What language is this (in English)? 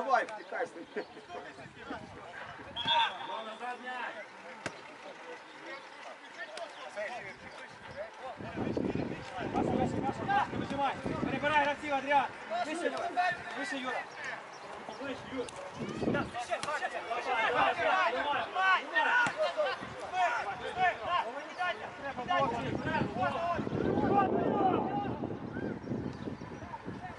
Ukrainian